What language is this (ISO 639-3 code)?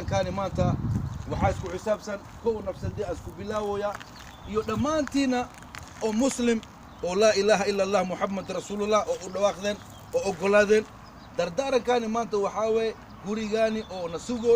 som